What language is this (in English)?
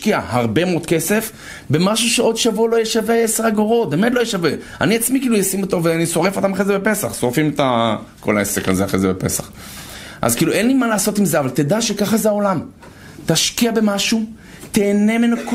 Hebrew